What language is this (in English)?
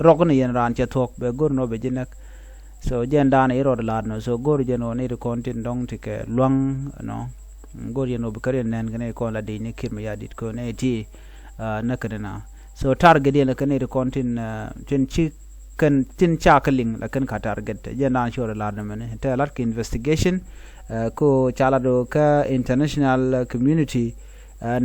Nuer